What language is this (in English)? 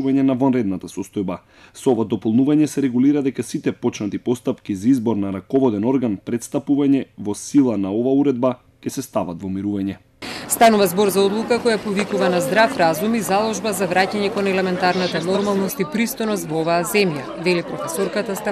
Macedonian